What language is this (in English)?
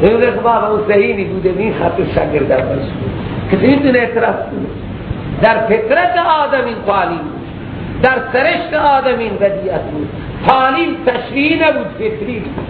Persian